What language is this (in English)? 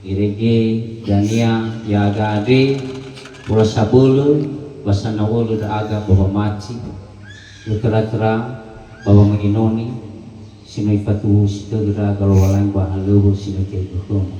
Nias